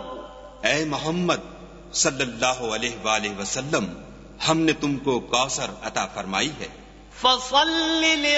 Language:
Urdu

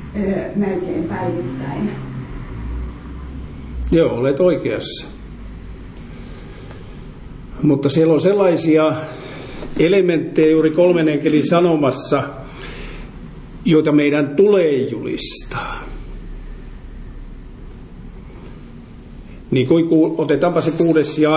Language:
Finnish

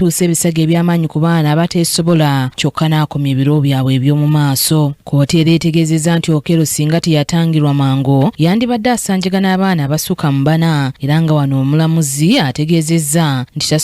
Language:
Ganda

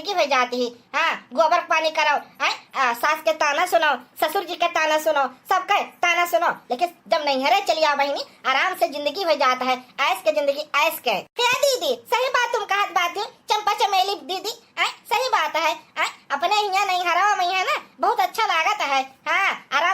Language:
Awadhi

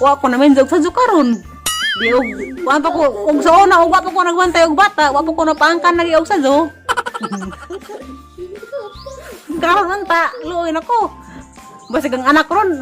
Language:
Cebuano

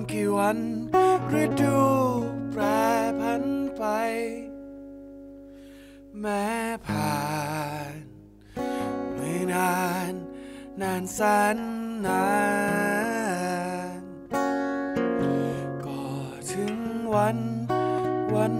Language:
Thai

